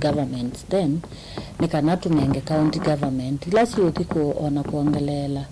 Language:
Kamba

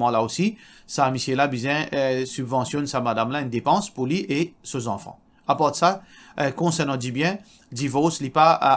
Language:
Morisyen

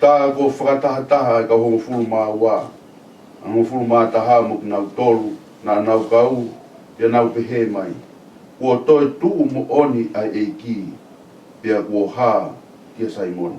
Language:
Tongan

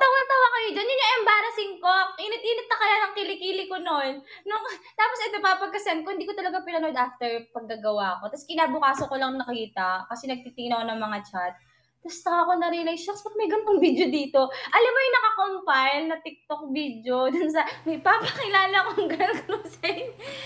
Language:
Filipino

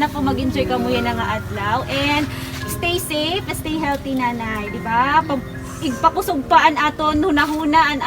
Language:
Waray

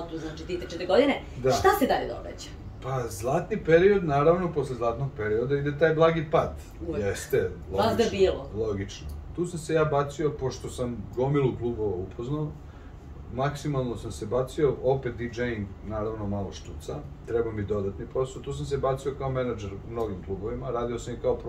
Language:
Serbian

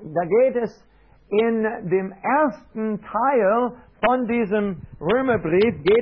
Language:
German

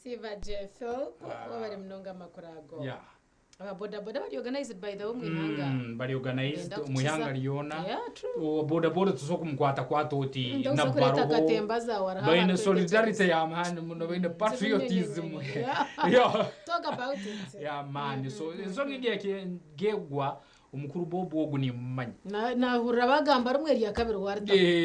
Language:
Nyankole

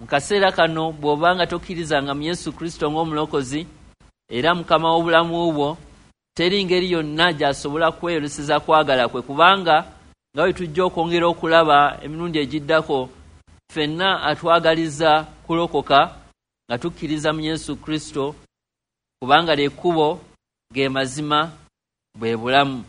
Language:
Ganda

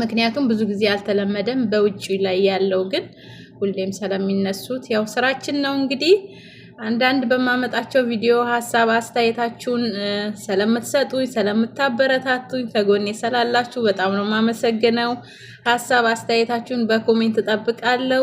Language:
Amharic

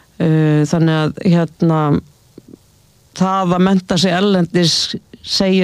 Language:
Icelandic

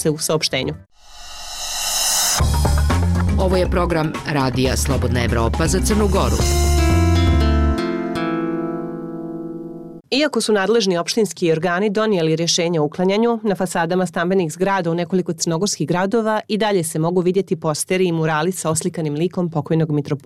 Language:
Serbian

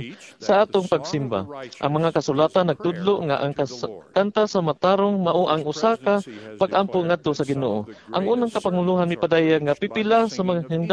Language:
Cebuano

